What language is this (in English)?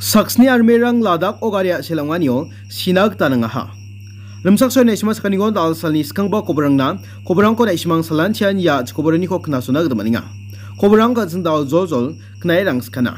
Garo